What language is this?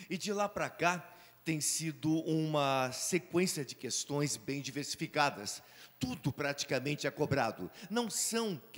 Portuguese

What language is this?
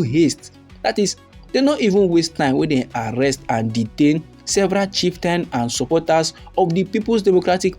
Nigerian Pidgin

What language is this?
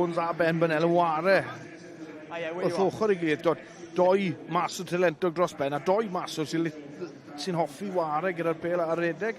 Welsh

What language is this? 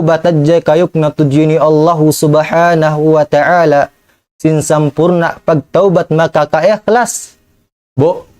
Tausug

